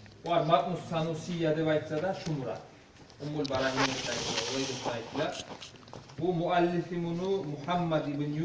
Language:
Kumyk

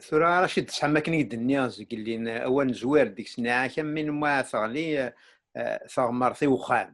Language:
Kabyle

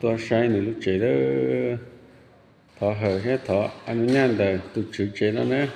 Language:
Hmong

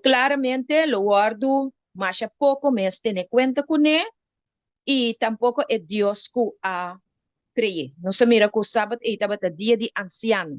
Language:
Papiamento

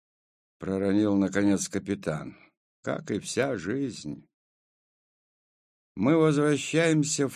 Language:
Russian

